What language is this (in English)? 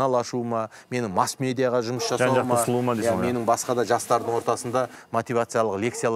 Kazakh